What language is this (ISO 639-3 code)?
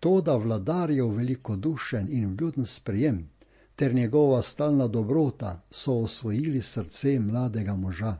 slv